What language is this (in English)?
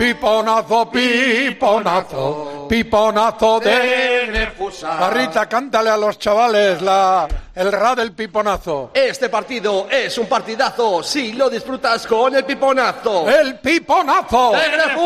Spanish